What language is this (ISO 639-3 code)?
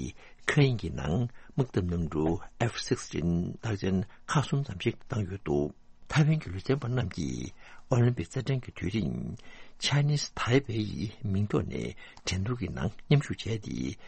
bod